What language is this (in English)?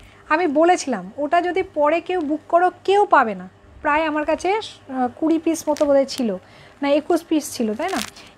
Bangla